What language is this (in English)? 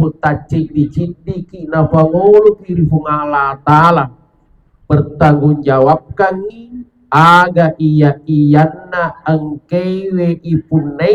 Buginese